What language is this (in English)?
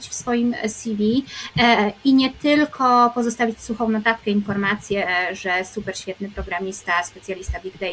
Polish